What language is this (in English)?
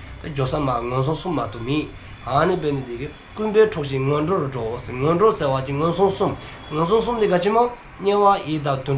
Dzongkha